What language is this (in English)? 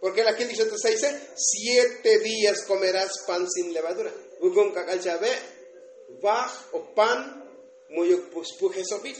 Tzotzil